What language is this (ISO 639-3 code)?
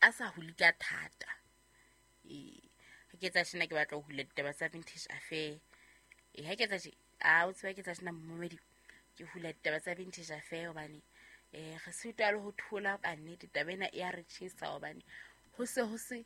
sot